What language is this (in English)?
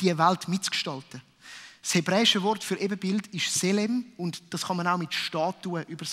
Swiss German